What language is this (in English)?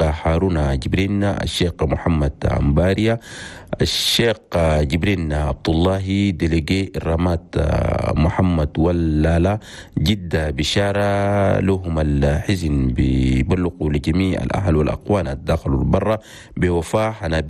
Chadian Arabic